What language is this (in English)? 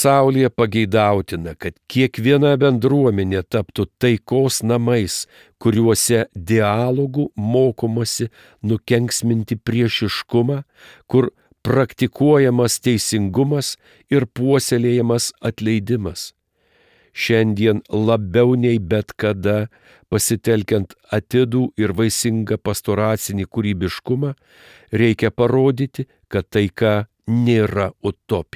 Lithuanian